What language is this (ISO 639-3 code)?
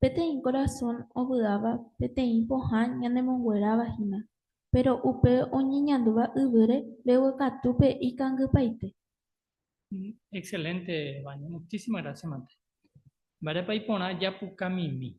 grn